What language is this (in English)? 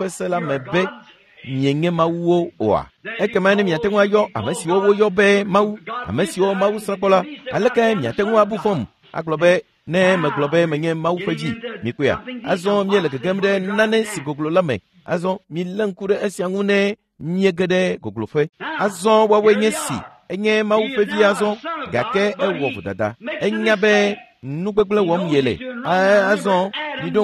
Ewe